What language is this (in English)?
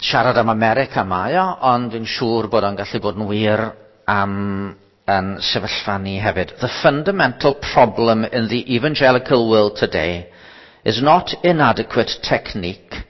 Welsh